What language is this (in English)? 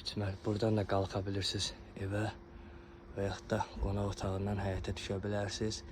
Azerbaijani